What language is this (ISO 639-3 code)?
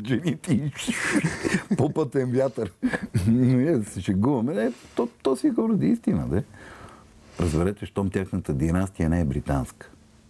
bul